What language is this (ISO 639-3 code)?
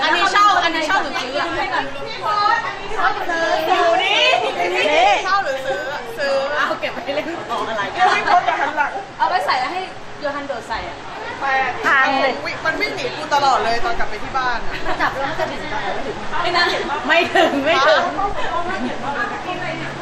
tha